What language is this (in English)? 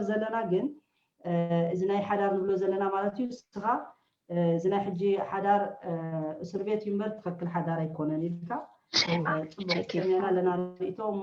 Tigrinya